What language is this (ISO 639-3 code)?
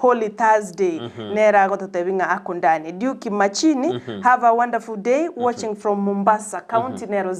guz